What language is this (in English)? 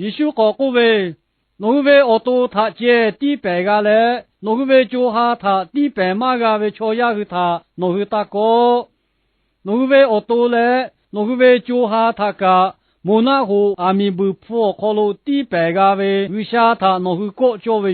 Lahu